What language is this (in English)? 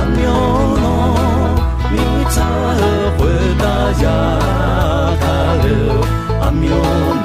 Akha